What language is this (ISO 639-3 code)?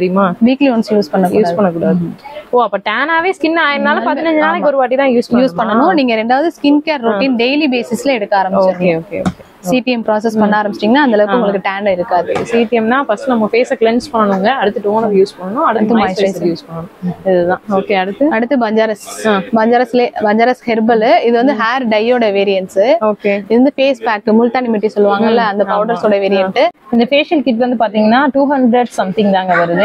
tam